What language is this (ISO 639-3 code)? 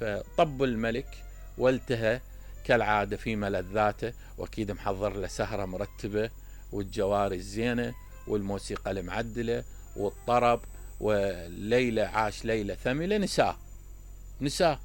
acm